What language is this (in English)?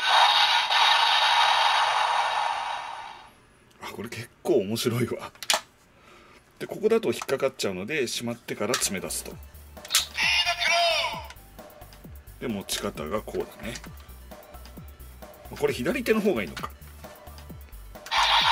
Japanese